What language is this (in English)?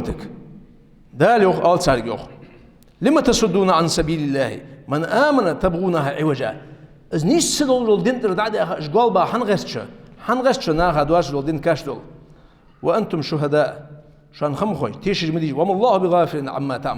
Ingush